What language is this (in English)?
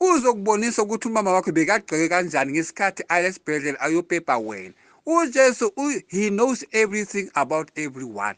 Zulu